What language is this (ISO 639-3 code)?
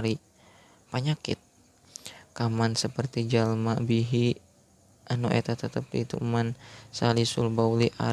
sun